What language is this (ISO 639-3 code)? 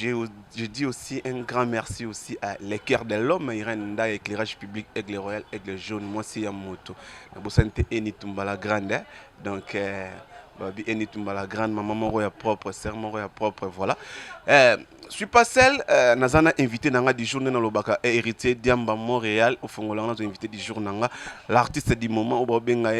lin